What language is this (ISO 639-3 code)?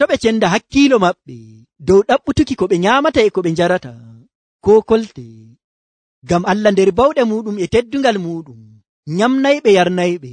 fuv